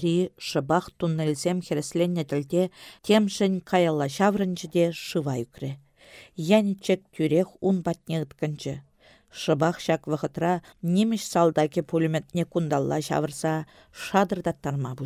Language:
Chuvash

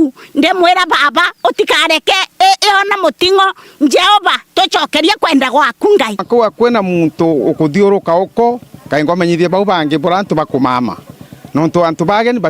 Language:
Meru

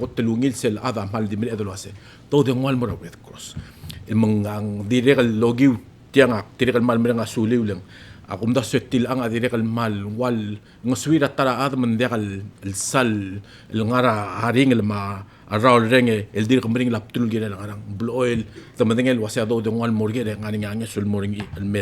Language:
Palauan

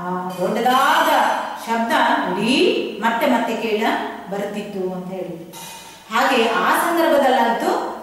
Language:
Kannada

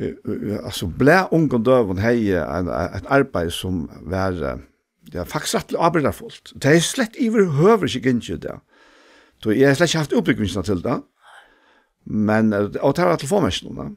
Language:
Faroese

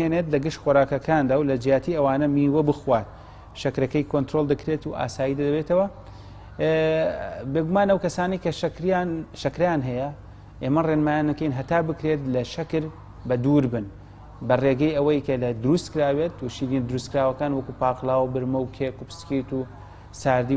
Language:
Central Kurdish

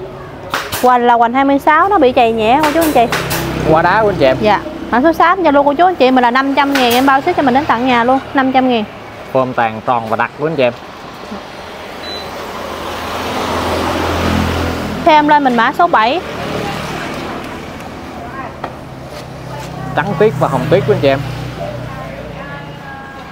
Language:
Vietnamese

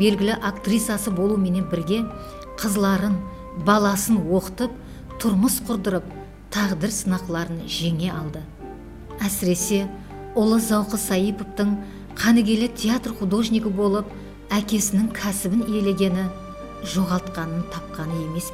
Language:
Kara-Kalpak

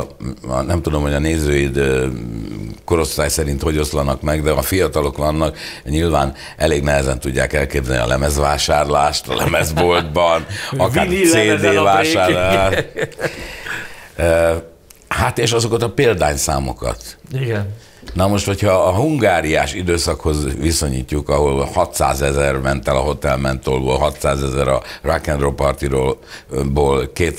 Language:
Hungarian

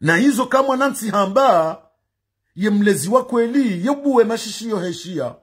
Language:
Ngazidja Comorian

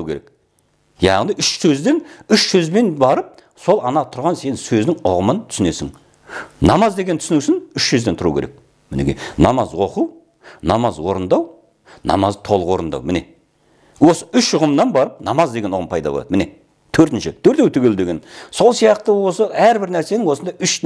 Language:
Kazakh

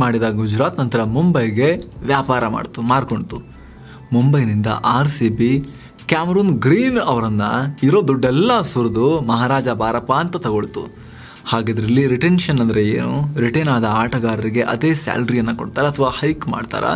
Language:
Kannada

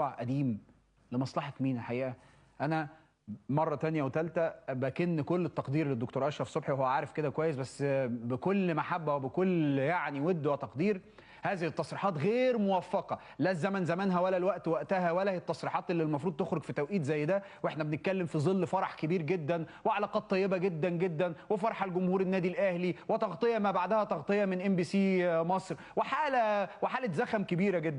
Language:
Egyptian Arabic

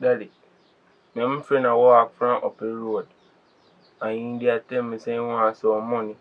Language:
Jamaican Creole English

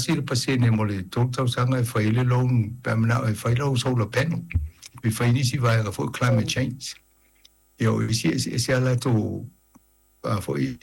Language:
Samoan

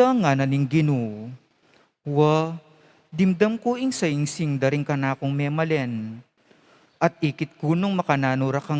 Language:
Pampanga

